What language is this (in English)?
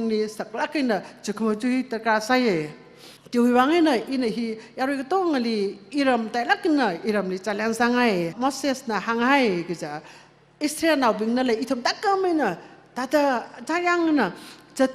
Tangkhul Naga (India)